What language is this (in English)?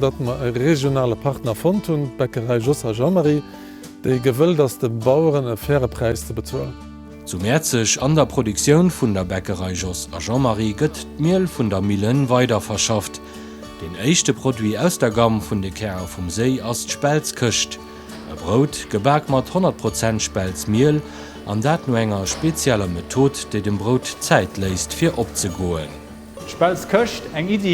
Luxembourgish